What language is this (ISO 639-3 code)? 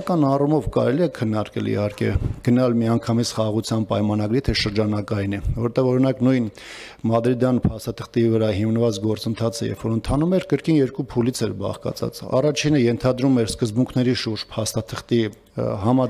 hye